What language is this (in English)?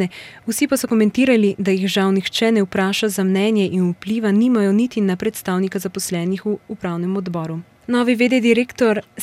Slovenian